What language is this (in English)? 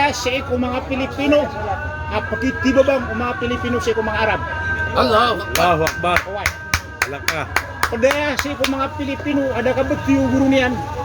Maranao